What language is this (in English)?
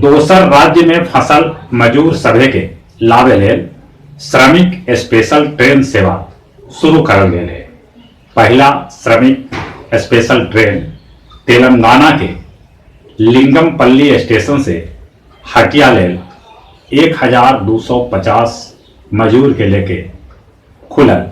Magahi